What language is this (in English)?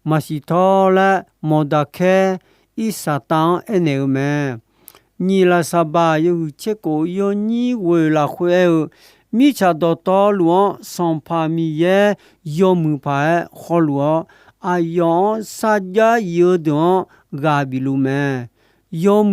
Akha